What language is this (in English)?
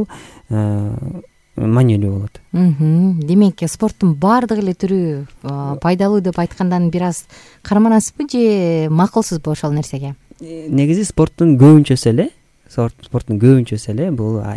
Kyrgyz